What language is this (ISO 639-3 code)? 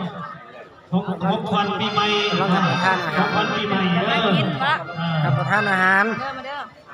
lao